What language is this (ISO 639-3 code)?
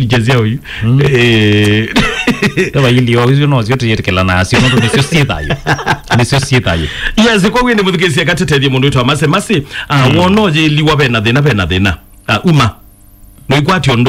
kam